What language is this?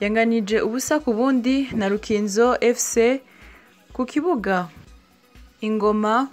Rundi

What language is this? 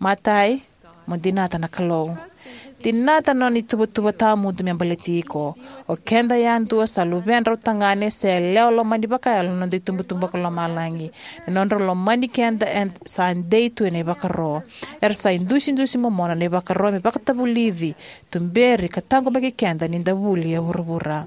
Fijian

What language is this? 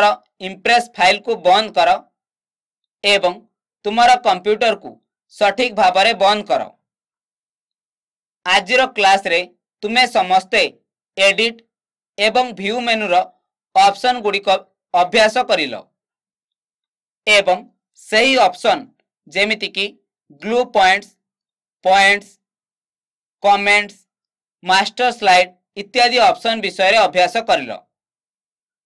Odia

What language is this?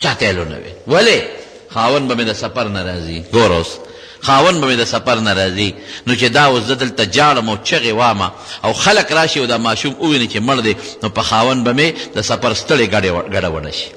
Pashto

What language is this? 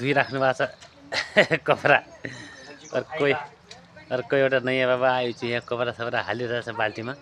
Nepali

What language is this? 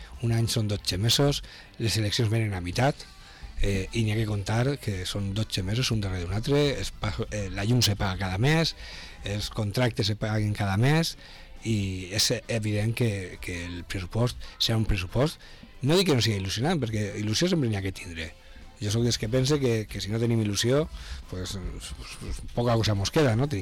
Catalan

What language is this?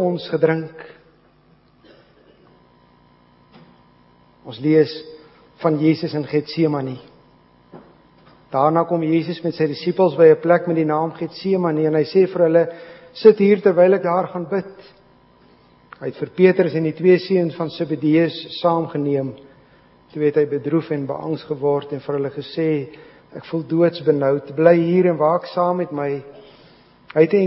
Afrikaans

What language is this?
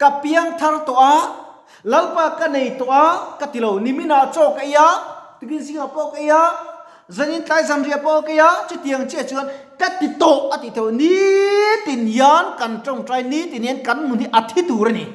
Mizo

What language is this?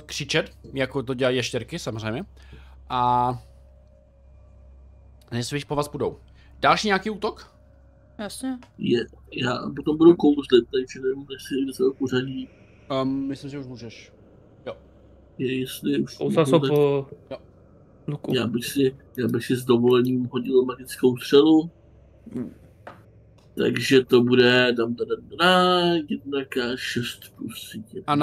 Czech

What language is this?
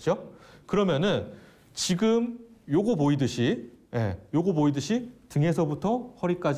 Korean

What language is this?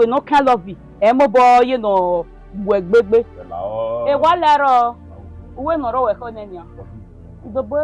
Bini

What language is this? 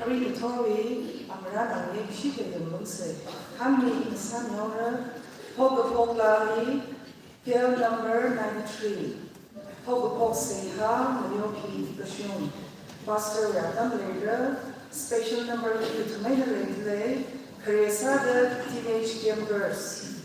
Tangkhul Naga (India)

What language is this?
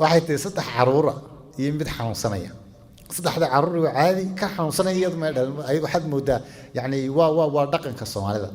Somali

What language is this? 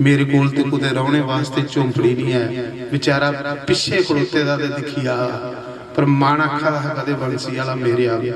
Dogri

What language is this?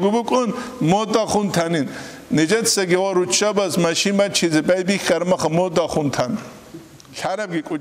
Avaric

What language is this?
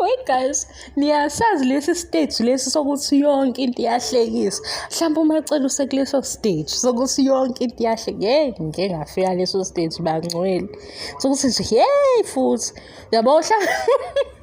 Zulu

